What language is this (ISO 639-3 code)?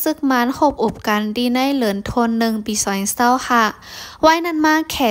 shn